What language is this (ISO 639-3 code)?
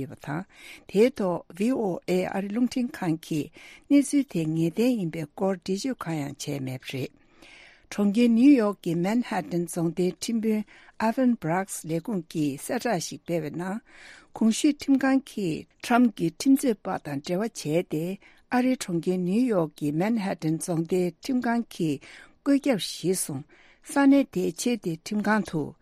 bod